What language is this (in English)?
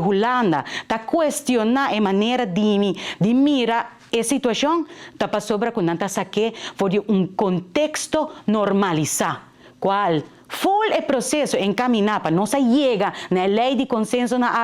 Papiamento